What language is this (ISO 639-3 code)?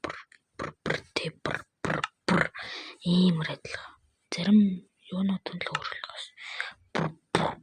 mon